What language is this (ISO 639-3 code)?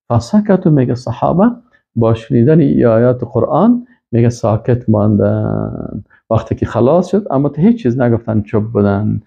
fas